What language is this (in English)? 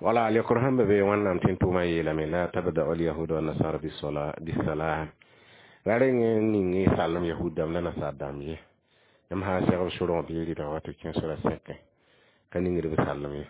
Mossi